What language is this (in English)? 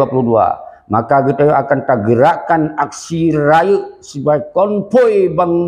Achinese